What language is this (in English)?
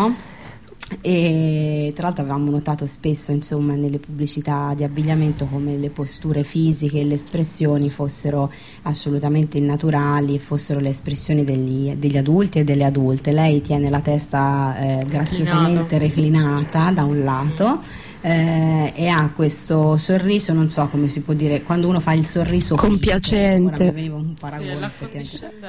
Italian